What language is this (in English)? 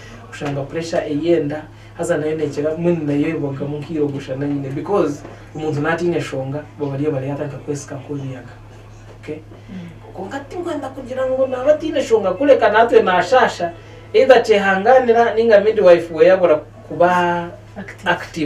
Nyankole